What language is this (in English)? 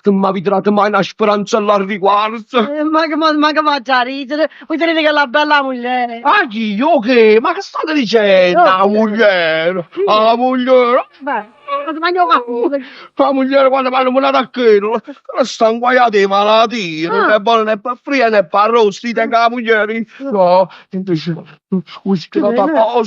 Neapolitan